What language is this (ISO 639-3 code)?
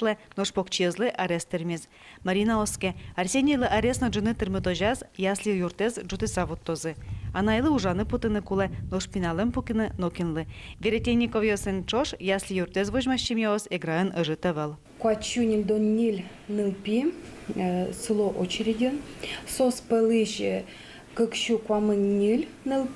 udm